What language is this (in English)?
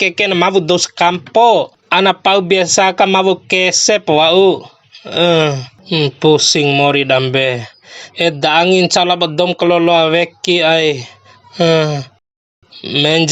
Bima